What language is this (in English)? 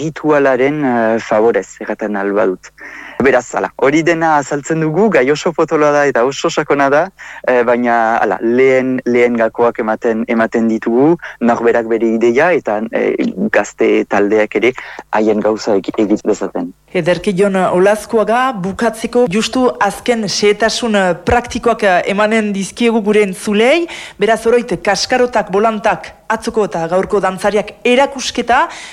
Basque